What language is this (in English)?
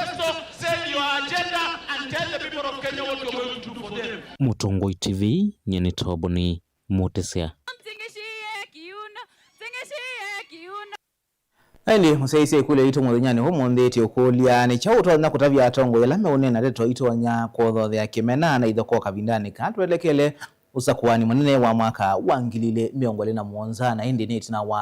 Kamba